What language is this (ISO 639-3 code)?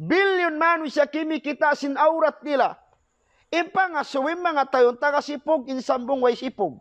tsg